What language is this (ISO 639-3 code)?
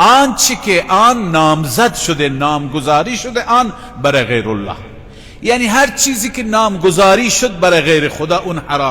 fas